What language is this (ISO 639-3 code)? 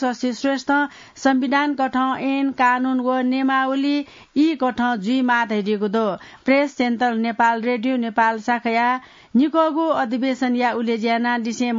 new